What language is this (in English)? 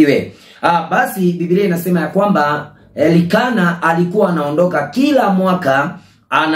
Swahili